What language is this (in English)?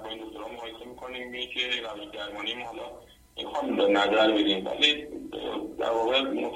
Persian